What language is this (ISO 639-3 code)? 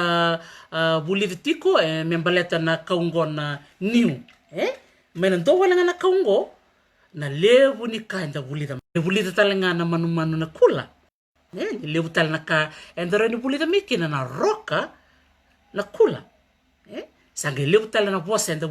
fij